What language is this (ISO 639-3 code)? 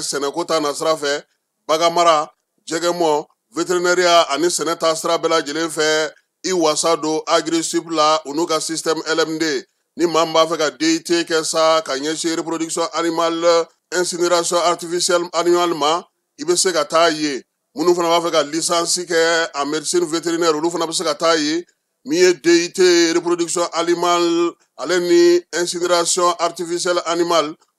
bam